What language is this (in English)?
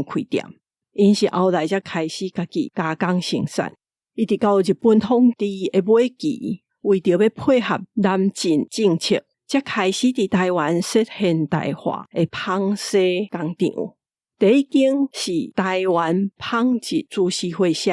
Min Nan Chinese